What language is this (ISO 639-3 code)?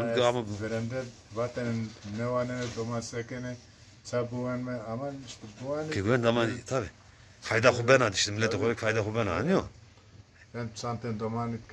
zza